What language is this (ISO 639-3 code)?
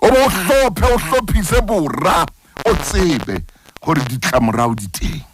sot